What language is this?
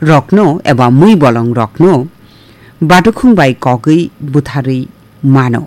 Kok Borok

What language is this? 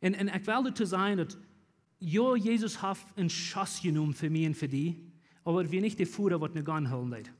Plautdietsch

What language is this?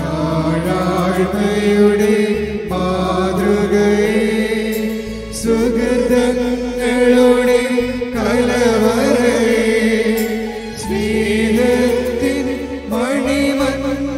Malayalam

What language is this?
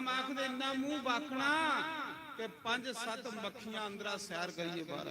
Dogri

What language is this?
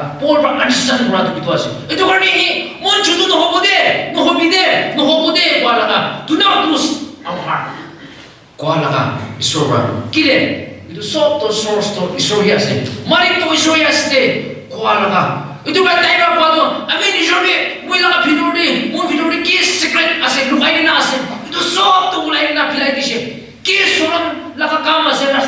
Naga Pidgin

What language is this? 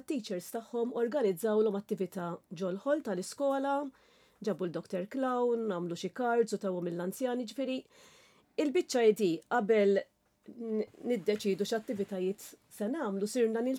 Maltese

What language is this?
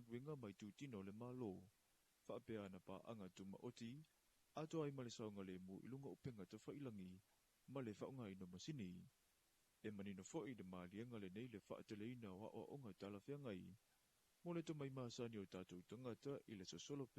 Samoan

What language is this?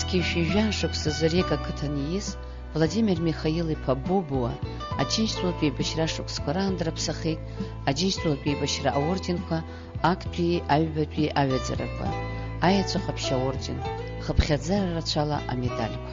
Abkhazian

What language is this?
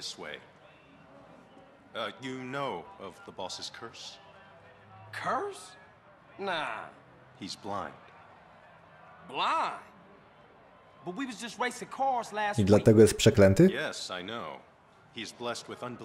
Polish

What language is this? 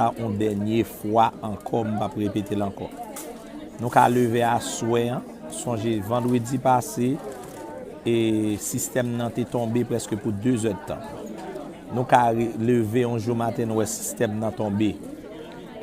Haitian Creole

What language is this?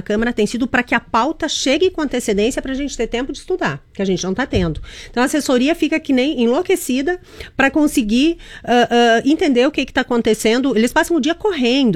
Portuguese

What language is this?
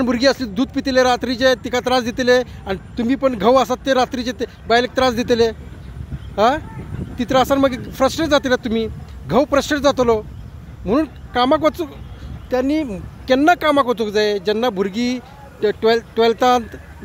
Konkani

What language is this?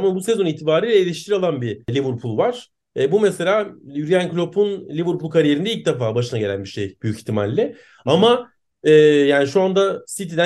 Turkish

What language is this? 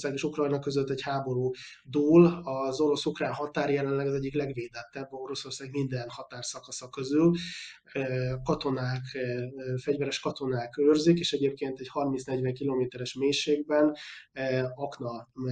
Hungarian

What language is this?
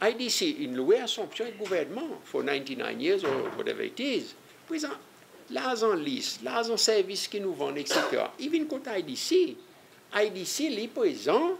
Seselwa Creole French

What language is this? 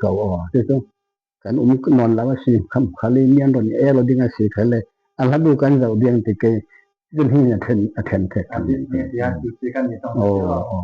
Falam Chin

